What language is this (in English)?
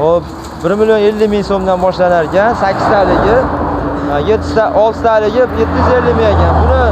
Uzbek